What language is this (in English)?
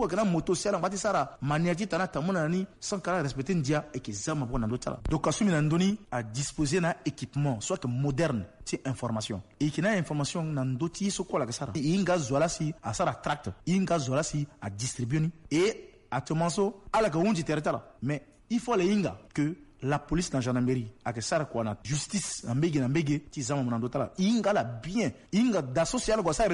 Sango